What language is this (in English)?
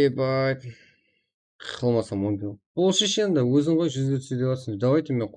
Kara-Kalpak